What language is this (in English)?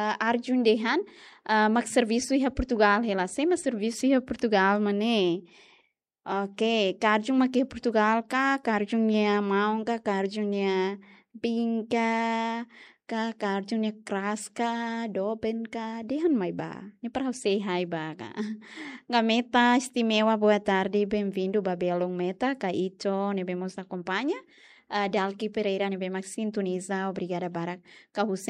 Tetum